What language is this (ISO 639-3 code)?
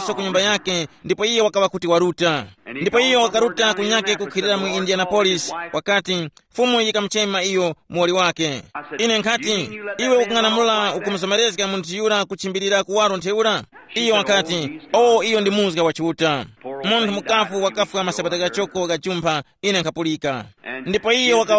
tum